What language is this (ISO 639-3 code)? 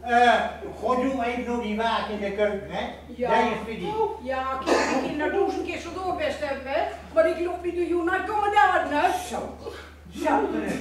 gos